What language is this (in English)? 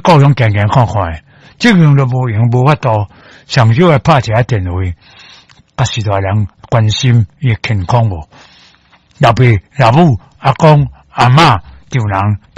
Min Nan Chinese